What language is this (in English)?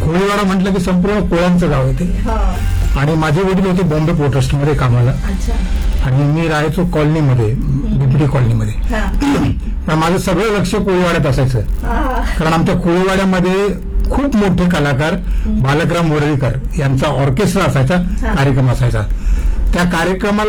Marathi